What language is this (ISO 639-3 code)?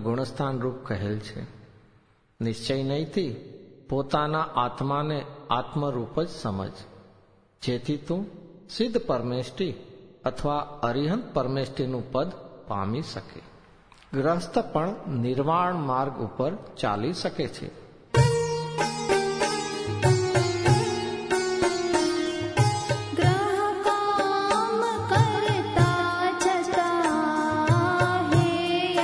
guj